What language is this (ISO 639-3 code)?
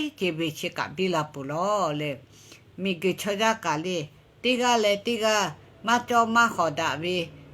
lhu